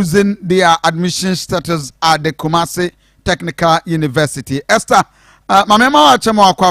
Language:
Akan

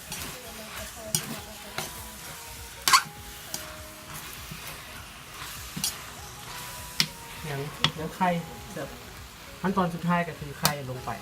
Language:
Lao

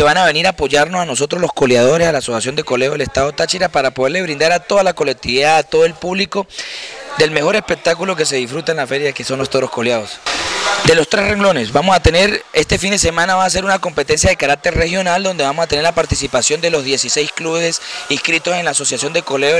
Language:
Spanish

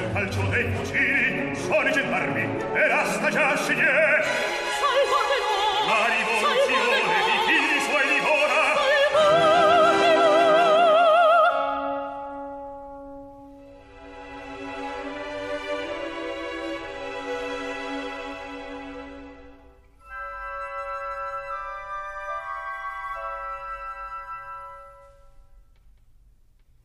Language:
Slovak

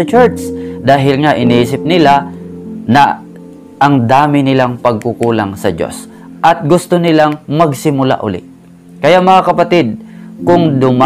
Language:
Filipino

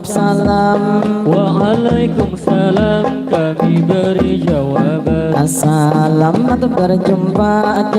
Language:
Banjar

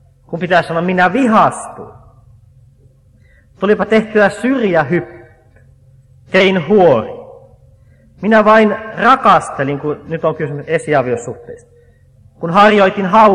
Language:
Finnish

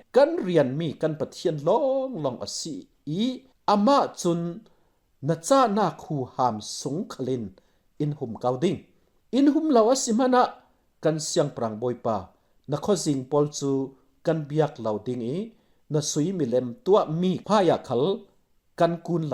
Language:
Falam Chin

